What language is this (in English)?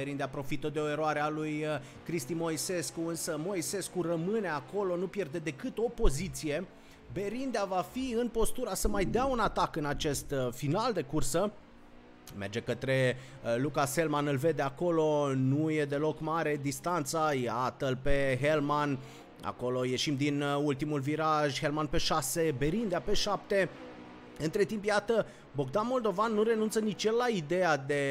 Romanian